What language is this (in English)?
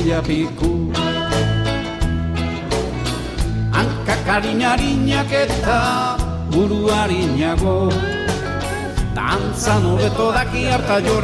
Basque